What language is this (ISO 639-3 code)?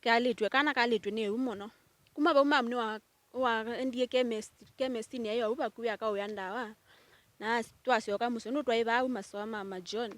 kam